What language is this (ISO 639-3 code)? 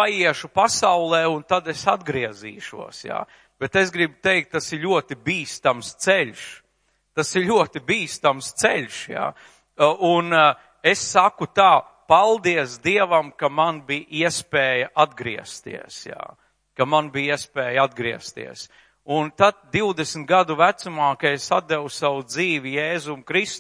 lav